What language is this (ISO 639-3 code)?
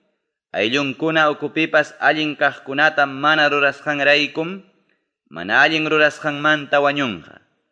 quy